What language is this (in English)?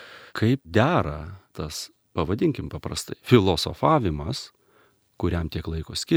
Lithuanian